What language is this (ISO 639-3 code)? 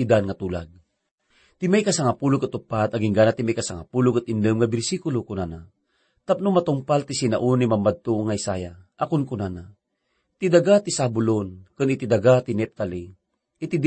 ilo